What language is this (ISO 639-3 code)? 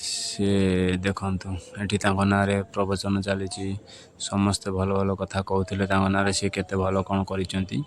ori